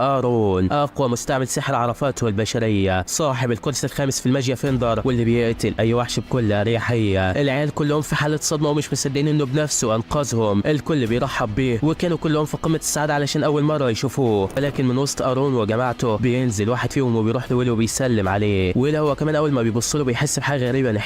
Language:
Egyptian Arabic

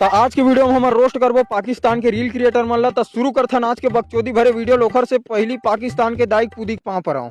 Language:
Chhattisgarhi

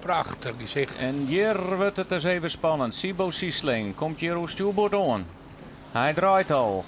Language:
Western Frisian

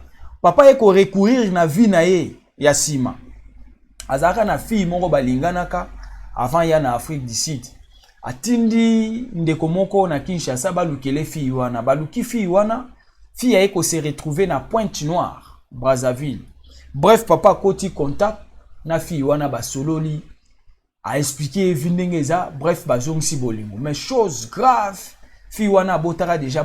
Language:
Lingala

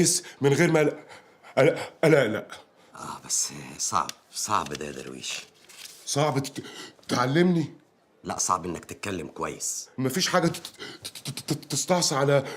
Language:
Egyptian Arabic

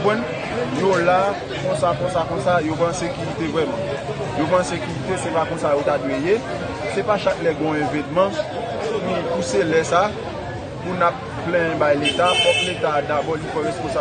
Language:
Haitian Creole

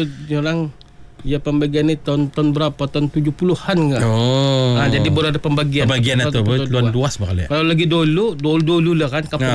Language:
Malay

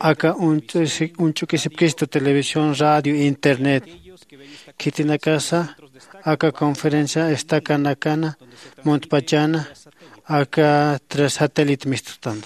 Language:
Aymara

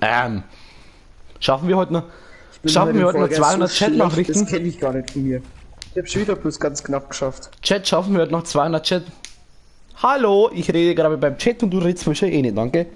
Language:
Bavarian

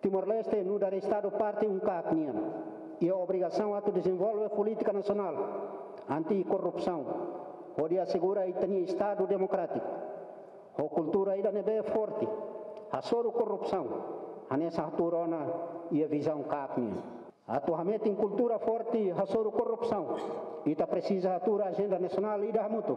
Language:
Tetum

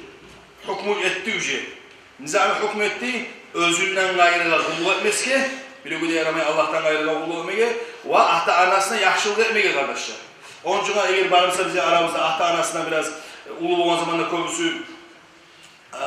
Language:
Kumyk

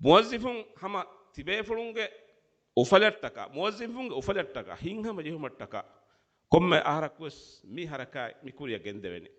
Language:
Divehi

